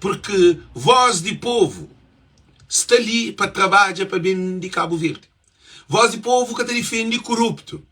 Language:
Kabuverdianu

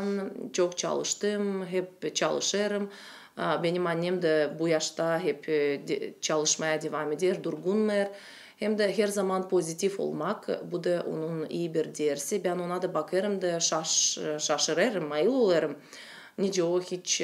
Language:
Gagauz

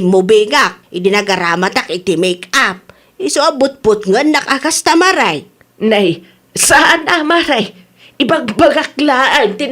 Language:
Iloko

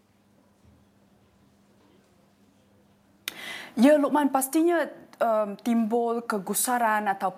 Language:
Malay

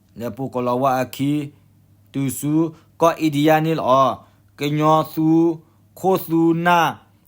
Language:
S'gaw Karen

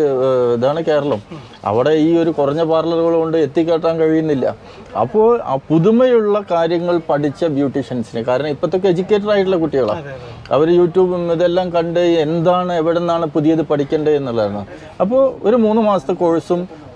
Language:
Malayalam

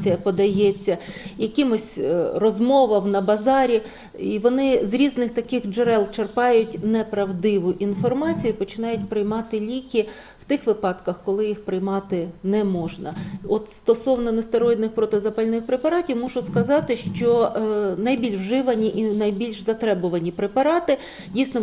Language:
Ukrainian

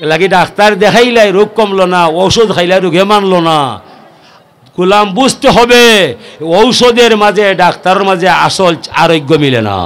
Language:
Sylheti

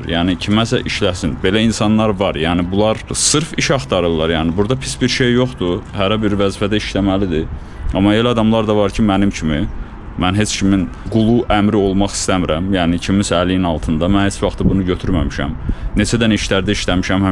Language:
Azerbaijani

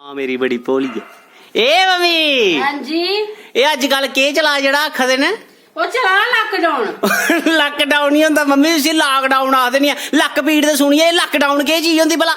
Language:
Dogri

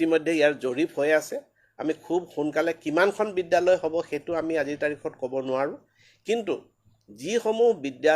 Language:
Assamese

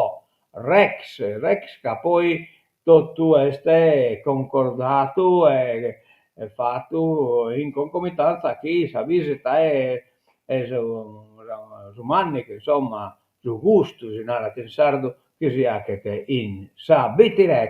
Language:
Sardinian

